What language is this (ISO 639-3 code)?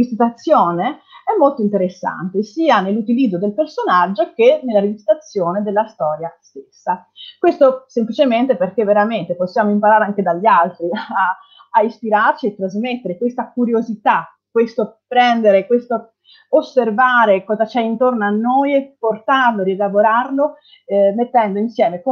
ita